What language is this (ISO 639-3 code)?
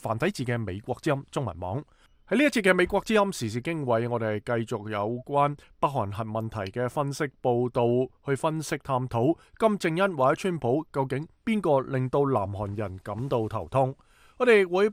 yue